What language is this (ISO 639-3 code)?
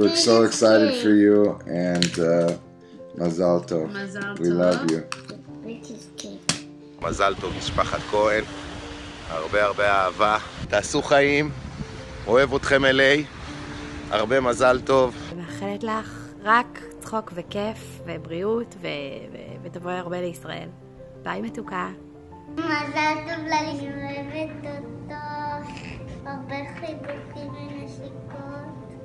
heb